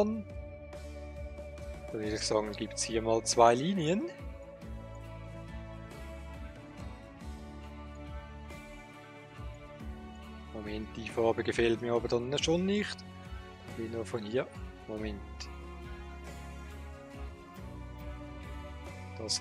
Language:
German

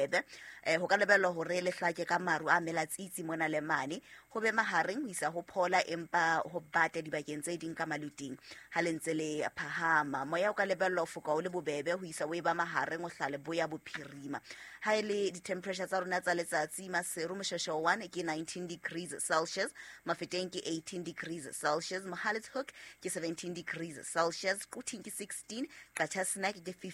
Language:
Southern Sotho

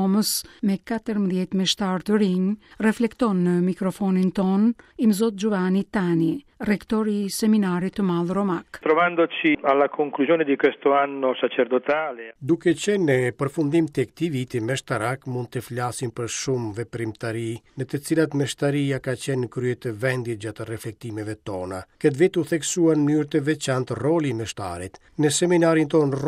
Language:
Albanian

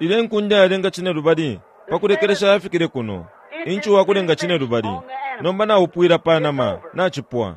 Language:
Bemba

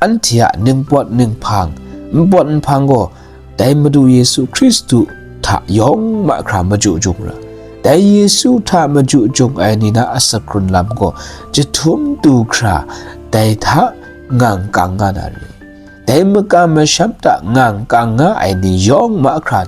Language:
Kachin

